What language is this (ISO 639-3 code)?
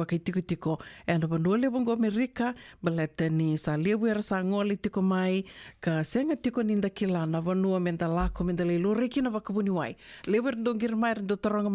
fij